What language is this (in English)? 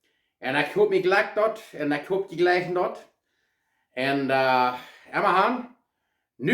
Plautdietsch